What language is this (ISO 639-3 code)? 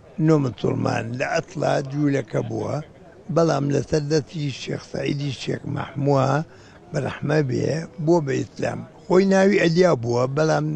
ckb